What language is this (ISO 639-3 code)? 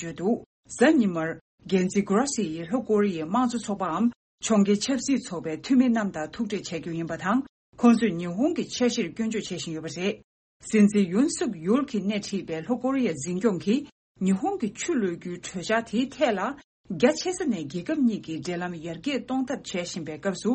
bod